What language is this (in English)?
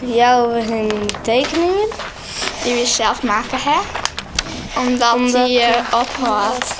Western Frisian